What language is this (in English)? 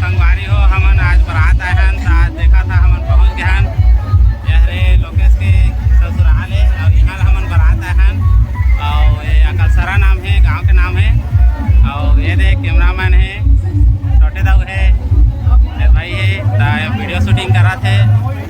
Chhattisgarhi